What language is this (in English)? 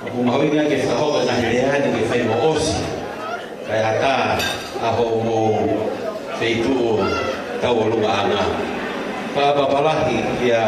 Tongan